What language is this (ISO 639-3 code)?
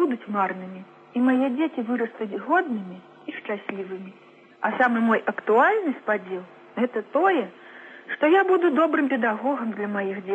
bel